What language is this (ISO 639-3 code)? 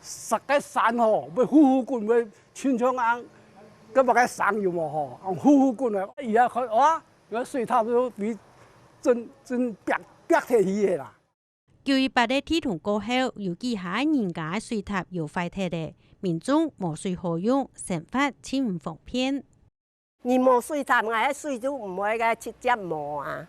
hak